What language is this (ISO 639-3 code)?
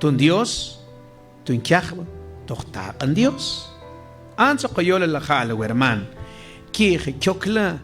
mam